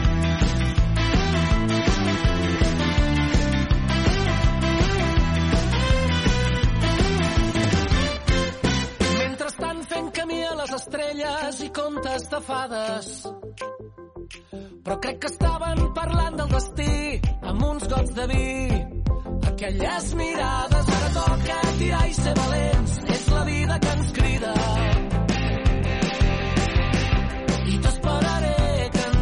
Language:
Catalan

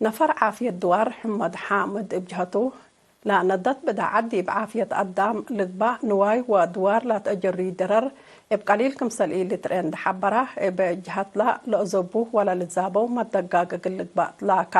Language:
Tigre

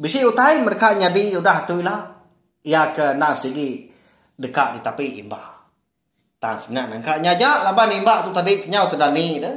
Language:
Iban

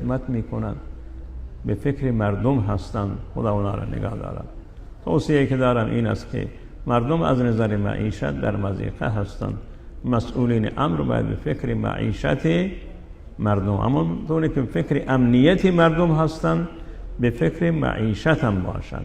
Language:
Persian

